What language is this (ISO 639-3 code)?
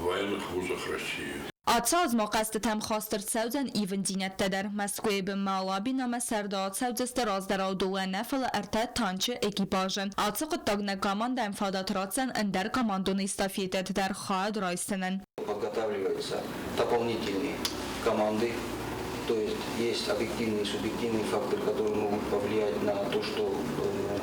oss